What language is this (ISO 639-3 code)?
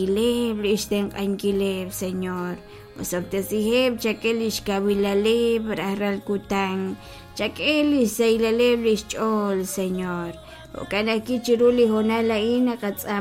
kek